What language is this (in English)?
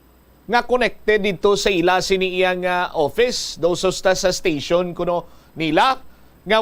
Hiligaynon